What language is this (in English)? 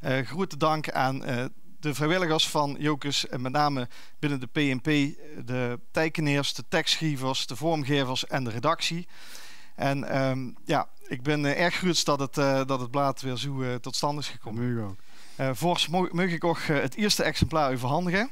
Limburgish